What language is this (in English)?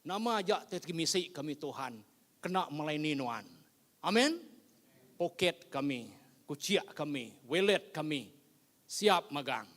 Iban